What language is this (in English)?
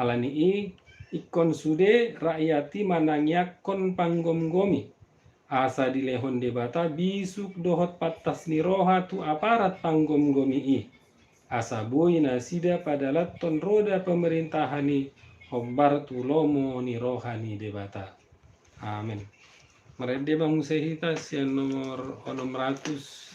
Batak Toba